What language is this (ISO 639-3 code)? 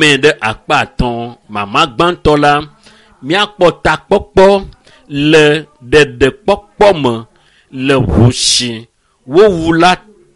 ewe